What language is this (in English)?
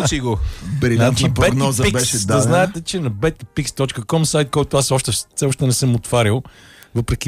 Bulgarian